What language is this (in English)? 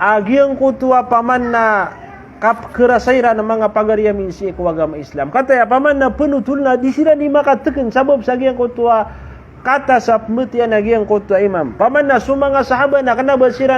Maranao